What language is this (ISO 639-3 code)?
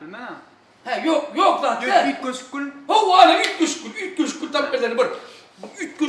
tuk